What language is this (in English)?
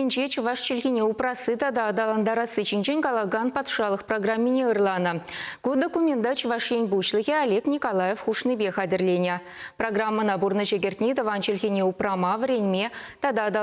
Chuvash